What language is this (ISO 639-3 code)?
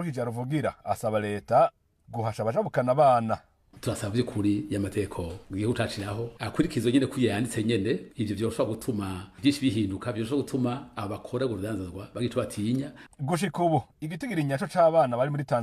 run